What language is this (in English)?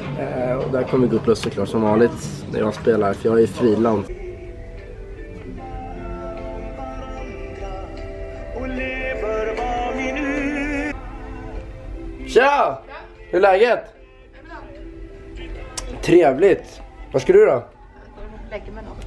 Swedish